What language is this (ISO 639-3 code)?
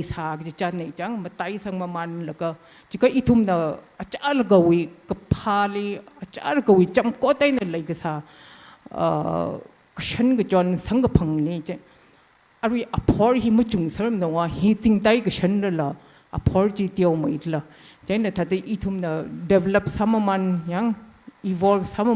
nmf